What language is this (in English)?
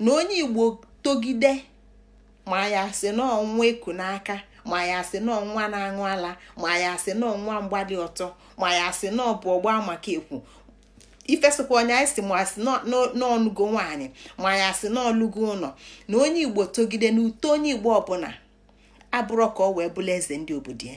Igbo